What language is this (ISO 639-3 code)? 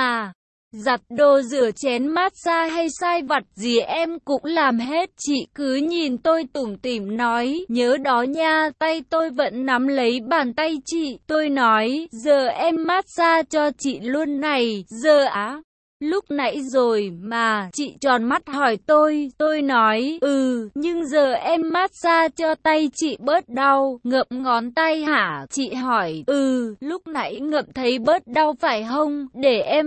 vie